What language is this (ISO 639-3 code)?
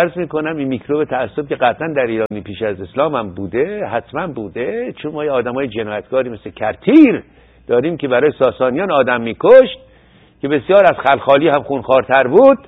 fas